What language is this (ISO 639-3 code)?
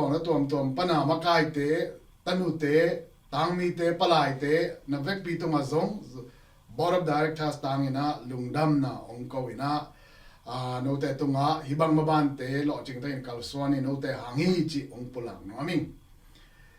ctd